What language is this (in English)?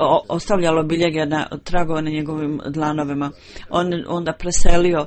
Bosnian